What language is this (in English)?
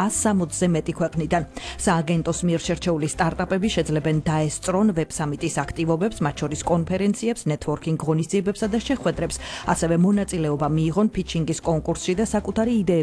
Georgian